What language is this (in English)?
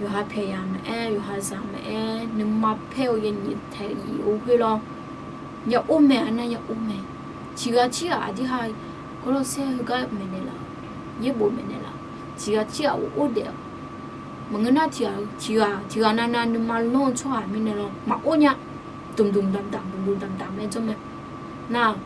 Akha